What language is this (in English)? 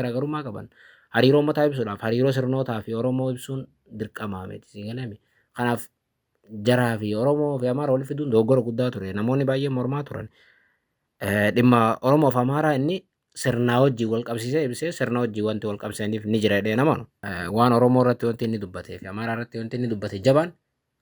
Oromo